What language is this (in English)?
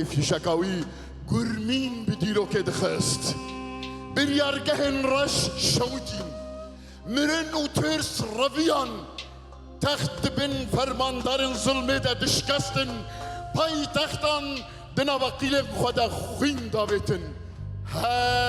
Kurdish